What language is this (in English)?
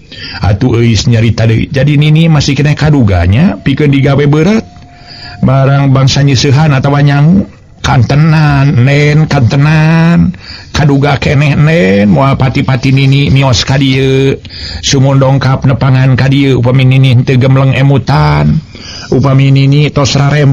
Sundanese